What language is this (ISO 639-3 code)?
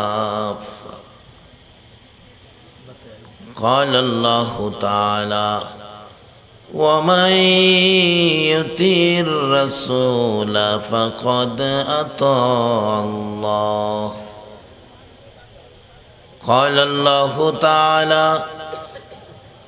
ben